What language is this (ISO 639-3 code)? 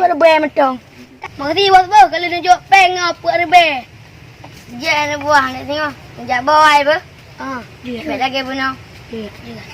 ace